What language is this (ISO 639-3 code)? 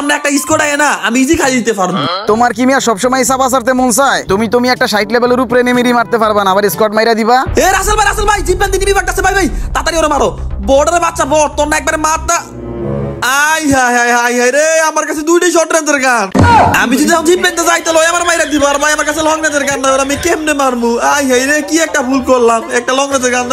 ben